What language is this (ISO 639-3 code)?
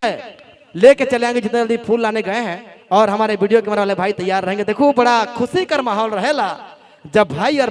sck